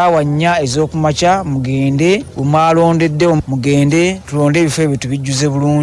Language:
Ganda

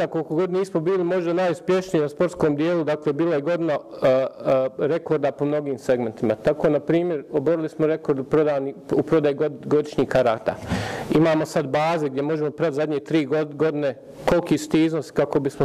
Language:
Bosnian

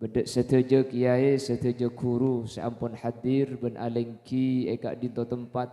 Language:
Madurese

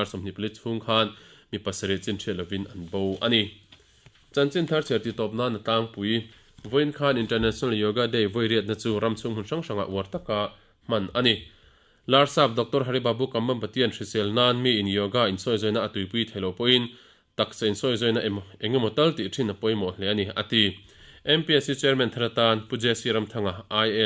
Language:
Mizo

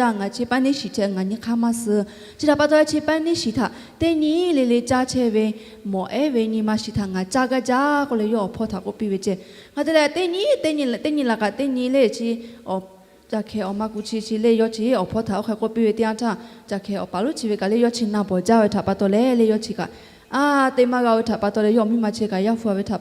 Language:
Lahu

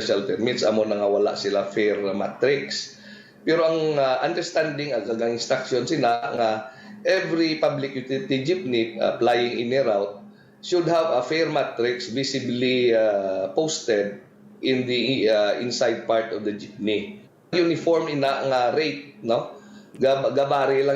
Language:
Hiligaynon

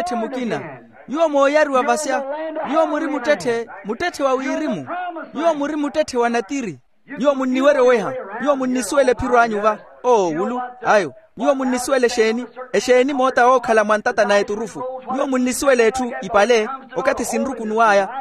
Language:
Makhuwa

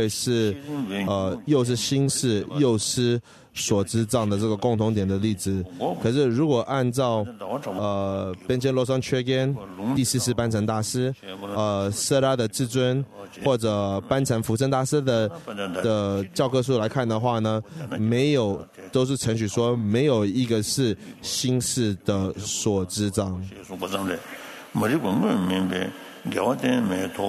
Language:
Chinese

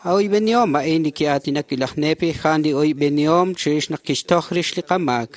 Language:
Kekchí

